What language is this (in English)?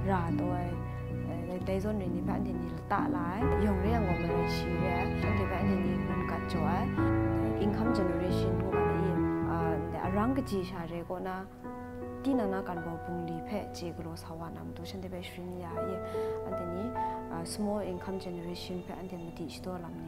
Kachin